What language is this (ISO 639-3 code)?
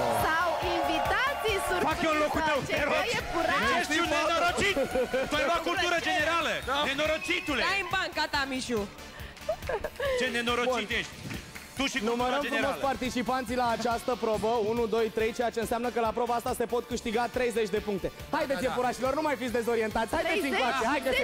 ron